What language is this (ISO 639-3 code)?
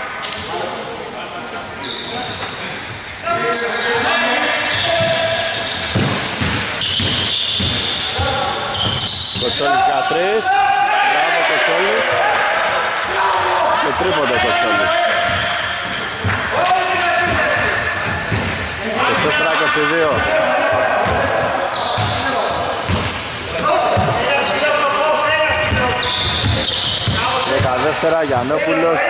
ell